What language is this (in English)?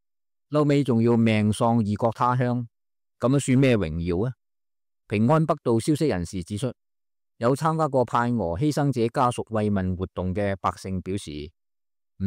Cantonese